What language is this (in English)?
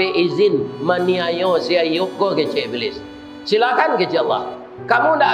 Minangkabau